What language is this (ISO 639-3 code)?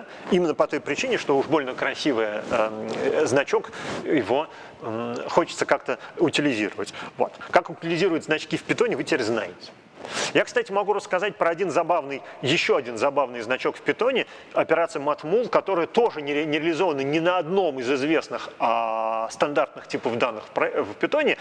rus